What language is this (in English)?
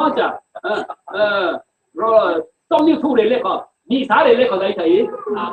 Falam Chin